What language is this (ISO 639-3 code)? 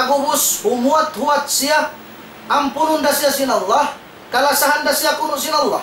tsg